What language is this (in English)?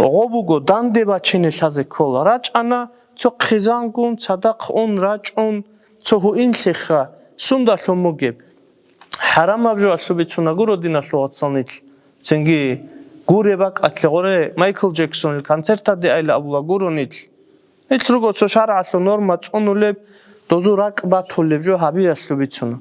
Avaric